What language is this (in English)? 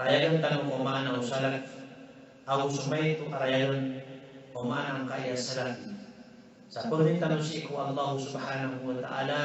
Maranao